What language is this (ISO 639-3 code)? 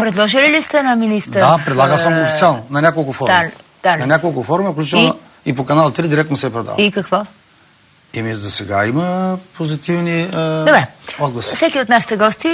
bul